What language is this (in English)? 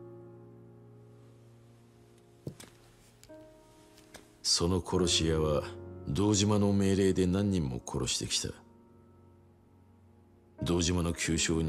Japanese